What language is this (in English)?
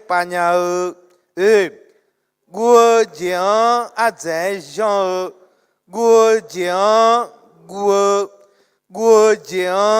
Akha